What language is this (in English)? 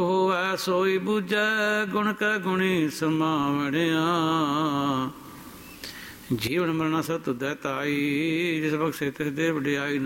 Punjabi